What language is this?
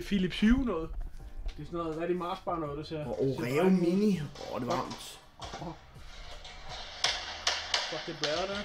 Danish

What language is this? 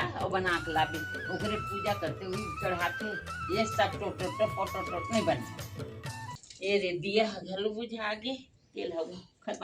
Chhattisgarhi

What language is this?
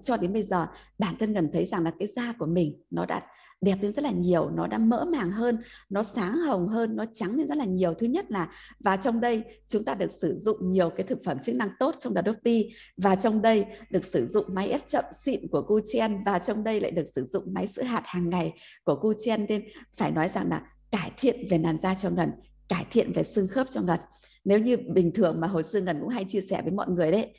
Vietnamese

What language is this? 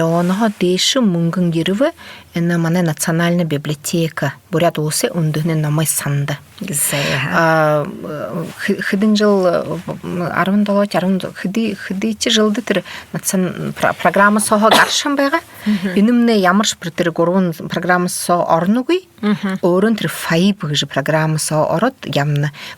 Buriat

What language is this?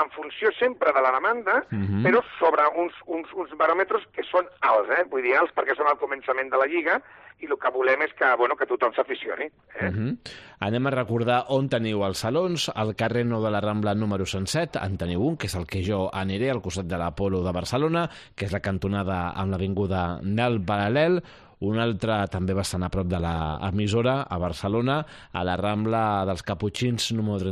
Catalan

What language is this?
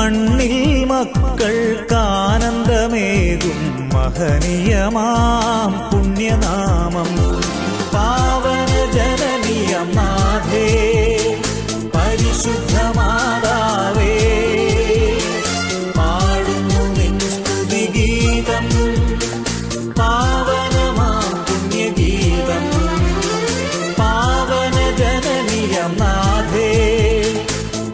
Malayalam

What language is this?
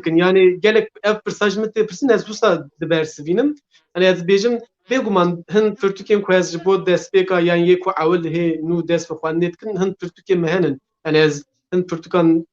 Kurdish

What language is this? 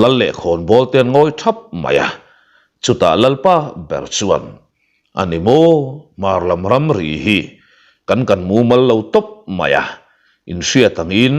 Mizo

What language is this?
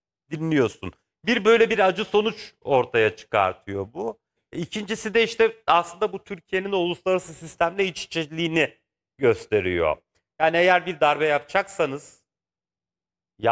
Turkish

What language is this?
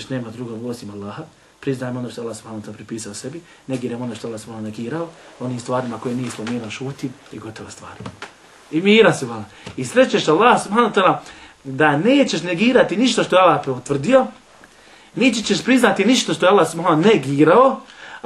Bosnian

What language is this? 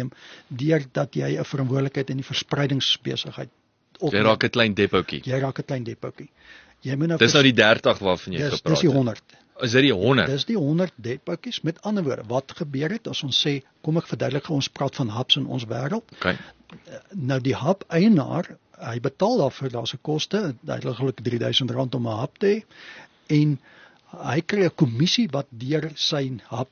Afrikaans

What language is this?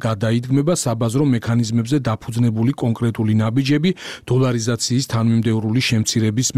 Georgian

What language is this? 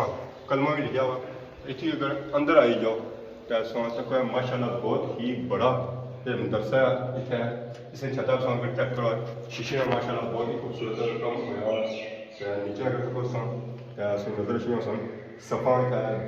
Pahari-Potwari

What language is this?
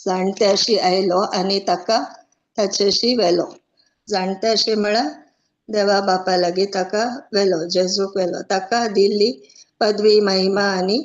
Konkani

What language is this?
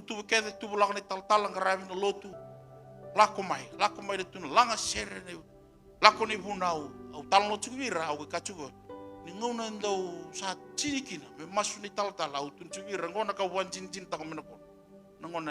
Fijian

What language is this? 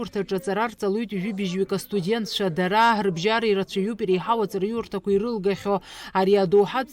Abkhazian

